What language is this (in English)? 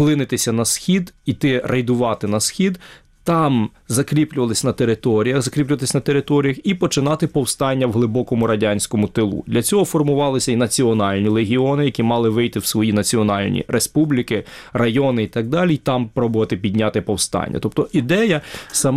Ukrainian